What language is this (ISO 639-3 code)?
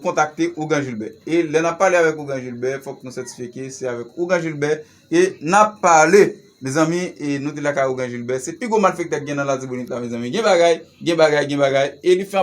hat